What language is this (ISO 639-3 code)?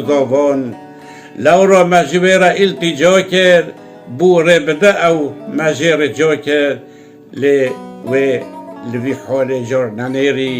kur